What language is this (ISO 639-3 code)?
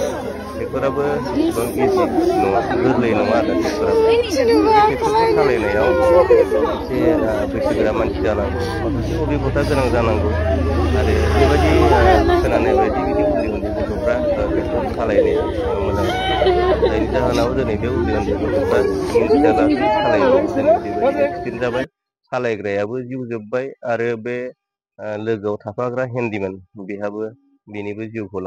brx